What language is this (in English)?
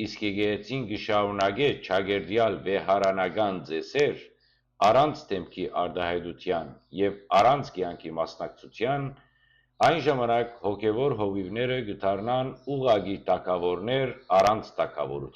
Western Armenian